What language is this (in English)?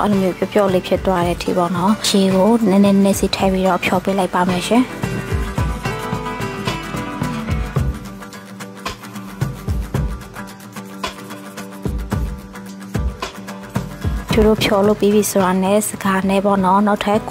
Burmese